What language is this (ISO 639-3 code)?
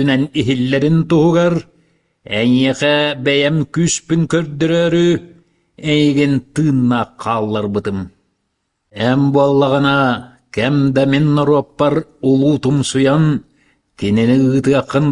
sah